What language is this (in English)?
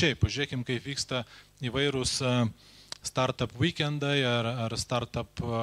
Lithuanian